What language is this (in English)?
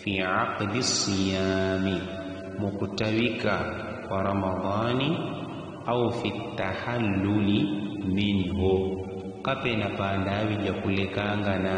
Yao